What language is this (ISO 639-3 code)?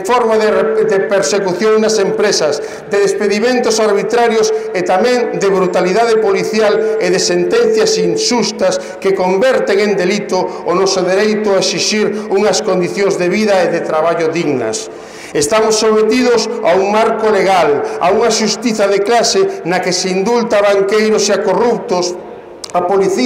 glg